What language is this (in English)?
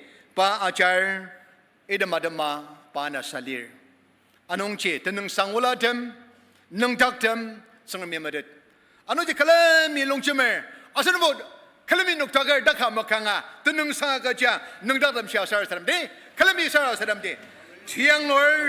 Ao Naga